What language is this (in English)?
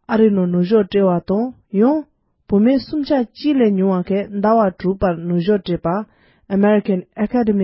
Tibetan